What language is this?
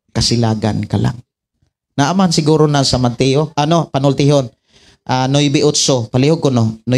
Cebuano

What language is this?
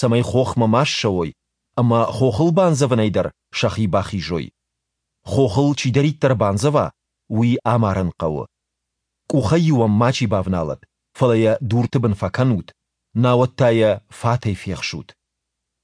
Ossetic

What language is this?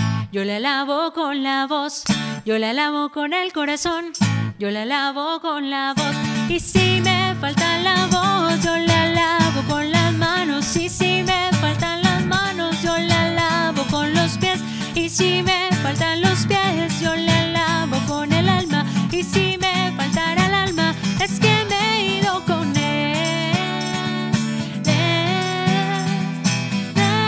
Spanish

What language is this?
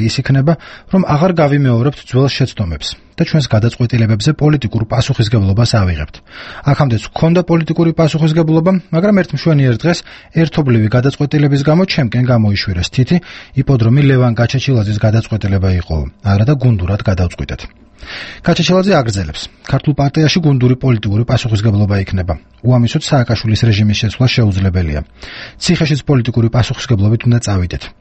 Georgian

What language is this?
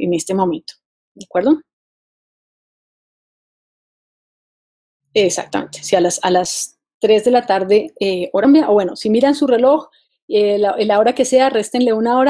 Spanish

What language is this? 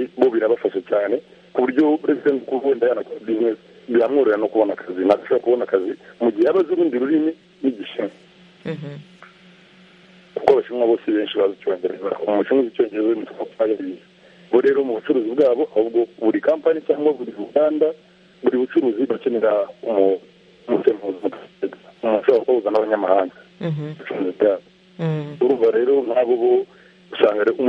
Kinyarwanda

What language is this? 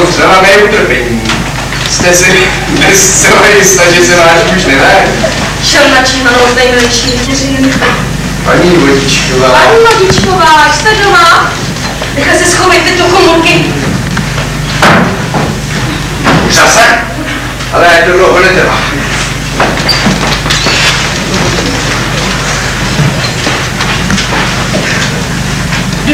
Czech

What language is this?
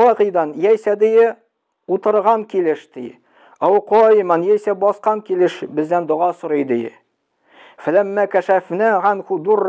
Tatar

